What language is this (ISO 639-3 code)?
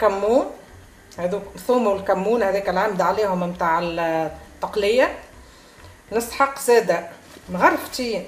aeb